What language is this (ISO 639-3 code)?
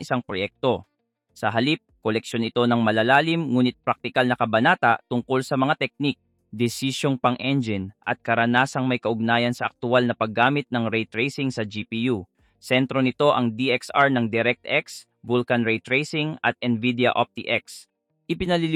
fil